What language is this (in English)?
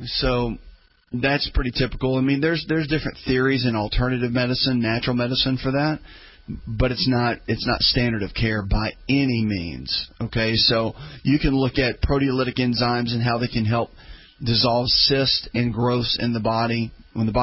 English